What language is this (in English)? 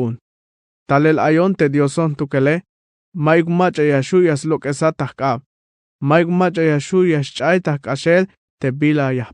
Tzeltal